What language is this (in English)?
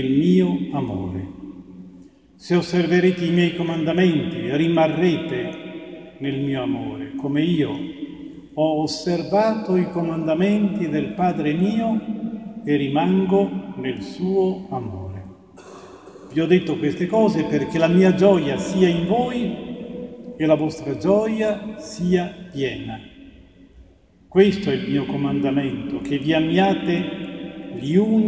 Italian